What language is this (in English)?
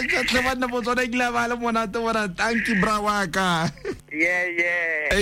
Tswana